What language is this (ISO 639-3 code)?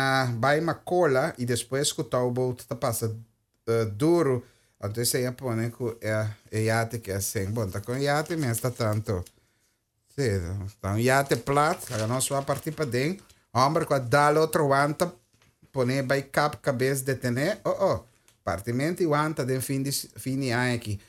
pap